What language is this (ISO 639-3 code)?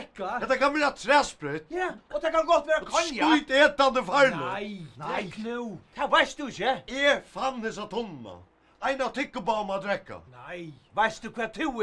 fao